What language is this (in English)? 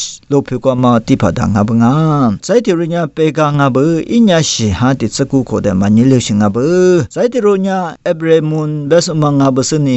Lisu